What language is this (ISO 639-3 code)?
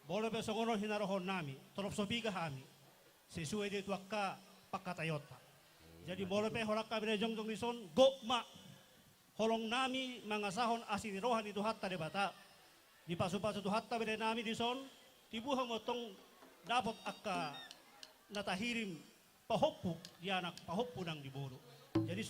bbc